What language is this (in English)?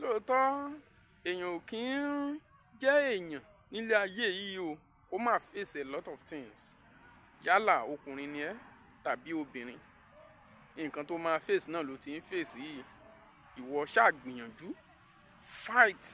Yoruba